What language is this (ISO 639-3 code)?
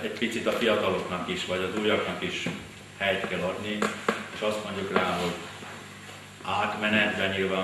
hun